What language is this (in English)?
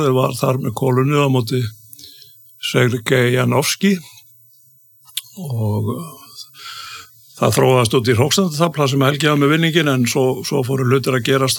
Icelandic